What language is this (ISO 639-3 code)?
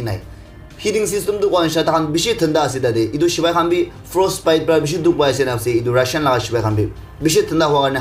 nag